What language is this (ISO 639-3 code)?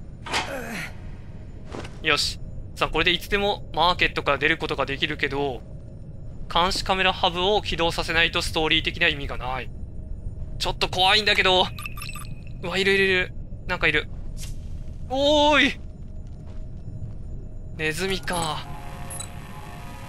jpn